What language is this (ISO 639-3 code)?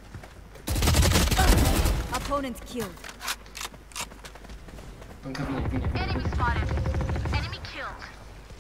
ron